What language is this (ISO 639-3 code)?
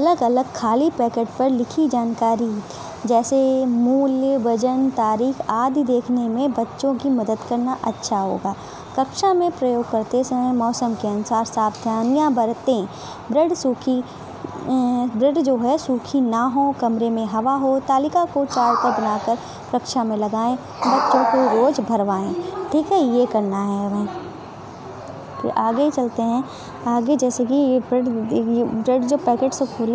hin